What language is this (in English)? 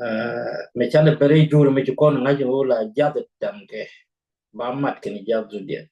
Nuer